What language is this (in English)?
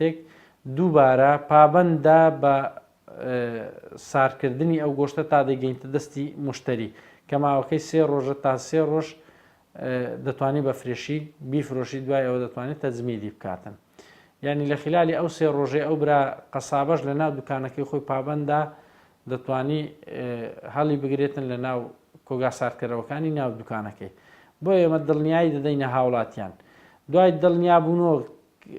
Central Kurdish